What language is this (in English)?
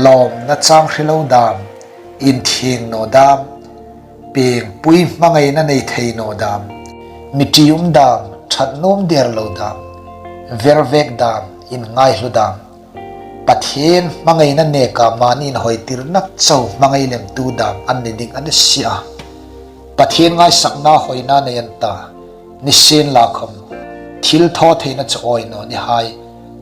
Hmar